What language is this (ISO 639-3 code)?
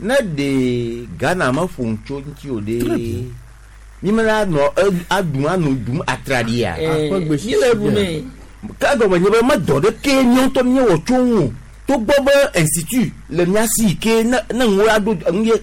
gej